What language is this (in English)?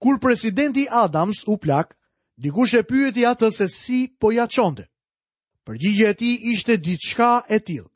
Albanian